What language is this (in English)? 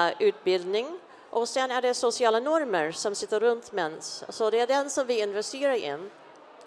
Swedish